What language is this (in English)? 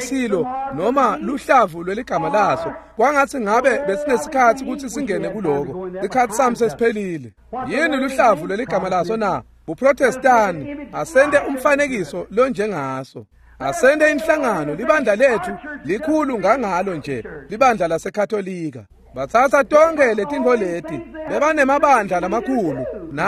Swati